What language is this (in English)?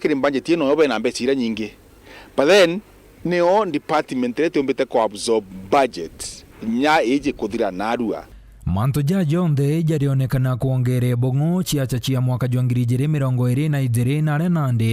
Meru